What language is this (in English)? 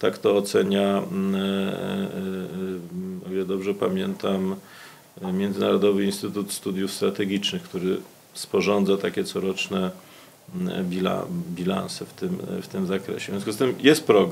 Polish